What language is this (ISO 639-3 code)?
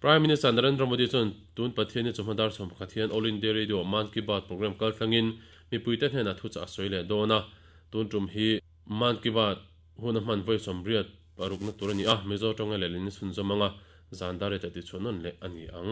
lus